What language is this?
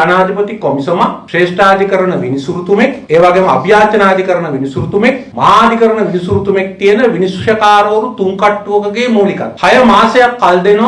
Sinhala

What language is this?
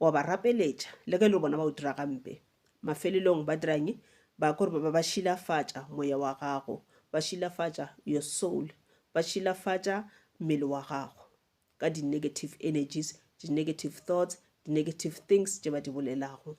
Northern Sotho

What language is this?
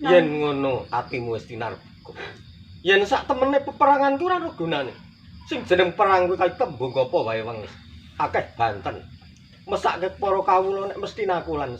Javanese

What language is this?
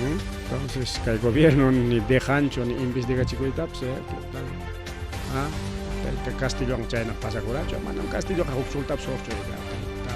Ayacucho Quechua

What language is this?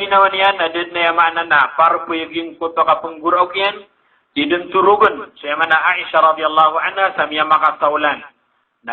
Maranao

